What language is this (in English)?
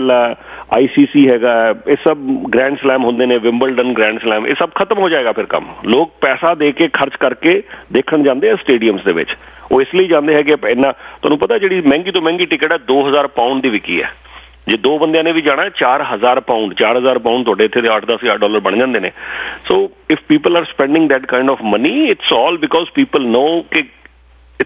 Punjabi